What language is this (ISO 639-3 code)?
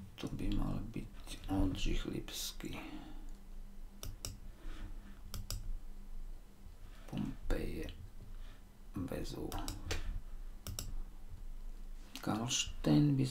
slk